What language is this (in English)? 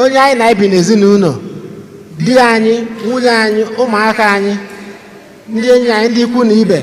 Igbo